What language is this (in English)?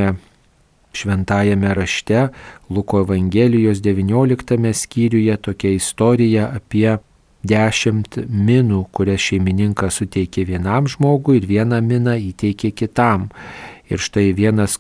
Lithuanian